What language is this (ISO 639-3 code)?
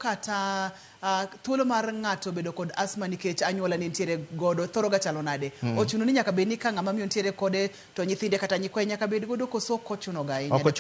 luo